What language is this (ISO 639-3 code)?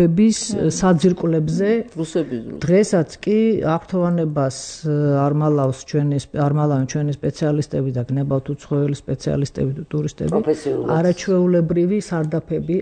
kat